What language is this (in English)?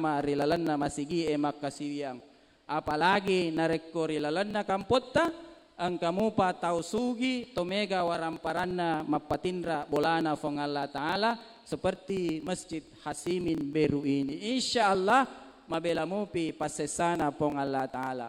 Buginese